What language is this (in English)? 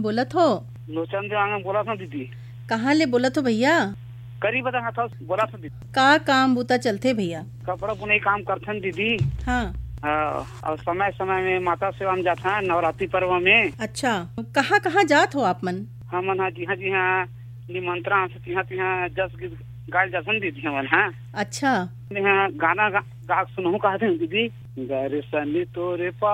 Chhattisgarhi